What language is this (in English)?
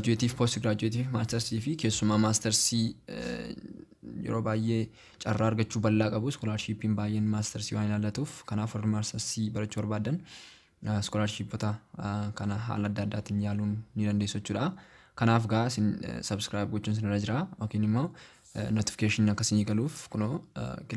Oromo